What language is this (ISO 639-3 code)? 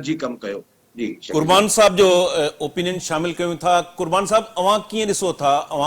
snd